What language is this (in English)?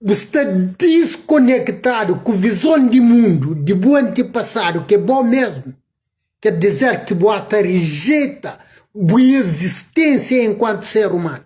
Kabuverdianu